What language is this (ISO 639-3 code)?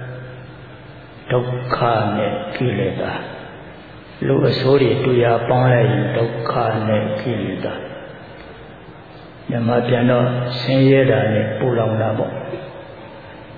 mya